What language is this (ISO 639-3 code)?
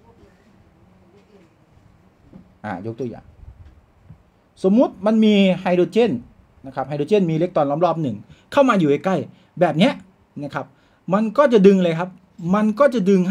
tha